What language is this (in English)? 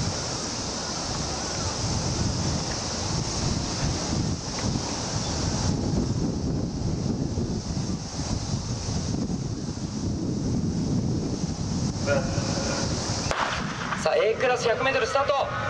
Japanese